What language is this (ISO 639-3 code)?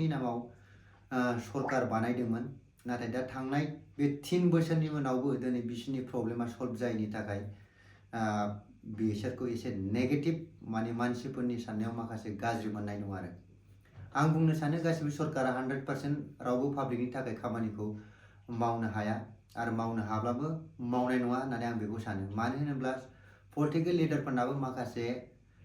brx